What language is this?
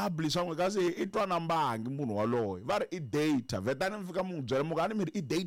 Tsonga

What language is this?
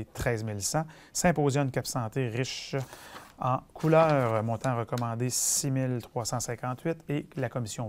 French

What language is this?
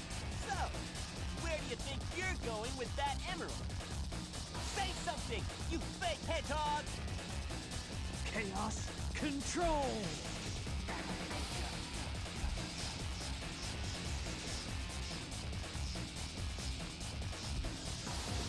English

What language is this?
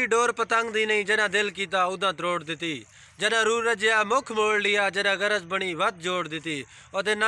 Saraiki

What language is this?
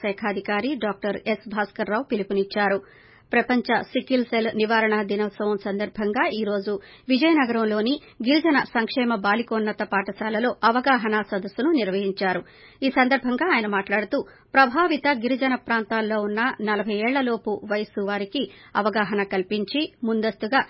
Telugu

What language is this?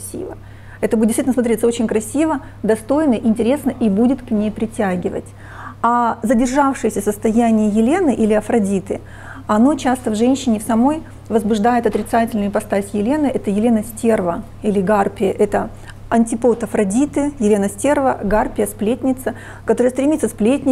Russian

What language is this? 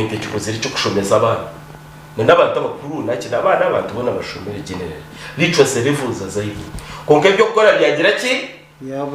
Nyankole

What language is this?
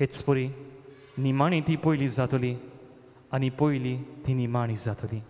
Konkani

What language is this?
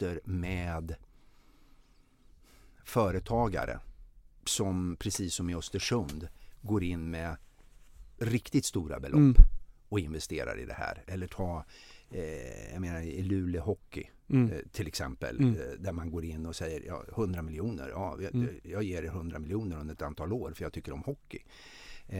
Swedish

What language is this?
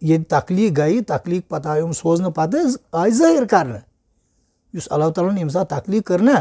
Kashmiri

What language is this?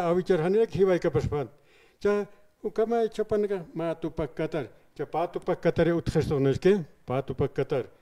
Aymara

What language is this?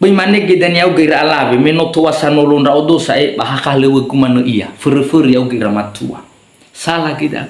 Nias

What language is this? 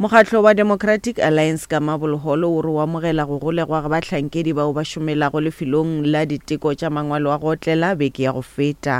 Northern Sotho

